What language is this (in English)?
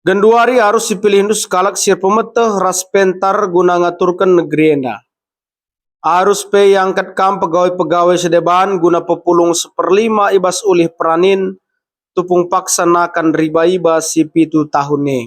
Batak Karo